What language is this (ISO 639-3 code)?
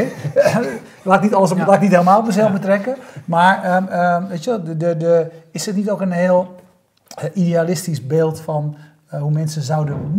nld